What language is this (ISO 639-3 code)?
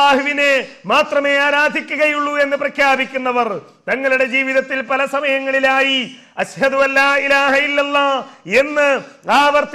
mal